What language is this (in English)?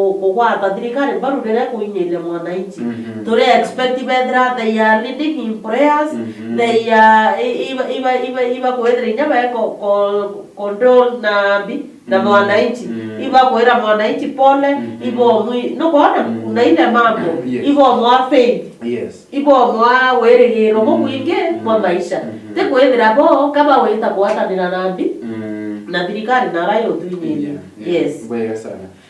Meru